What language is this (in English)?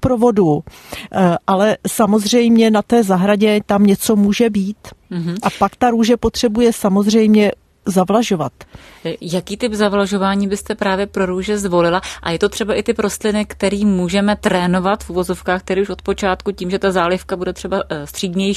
Czech